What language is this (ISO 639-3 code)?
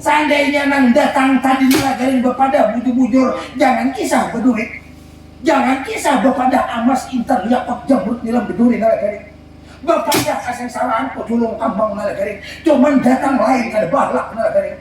bjn